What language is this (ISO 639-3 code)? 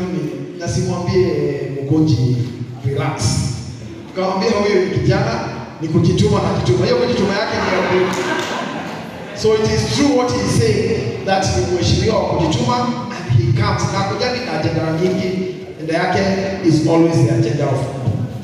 swa